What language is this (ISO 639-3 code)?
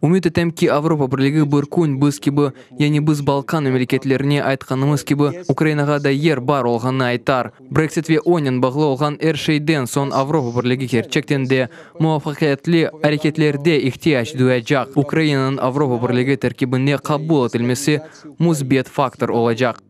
crh